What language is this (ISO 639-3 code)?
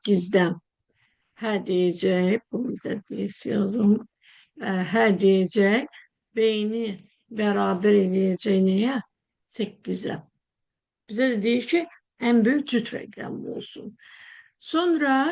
aze